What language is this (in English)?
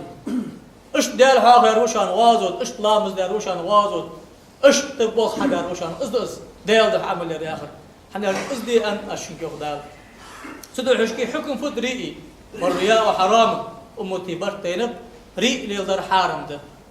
Ingush